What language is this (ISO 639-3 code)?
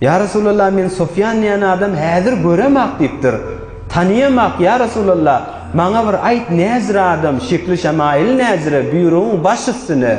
tuk